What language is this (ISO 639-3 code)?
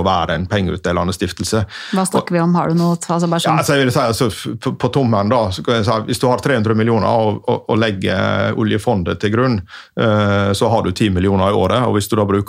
nor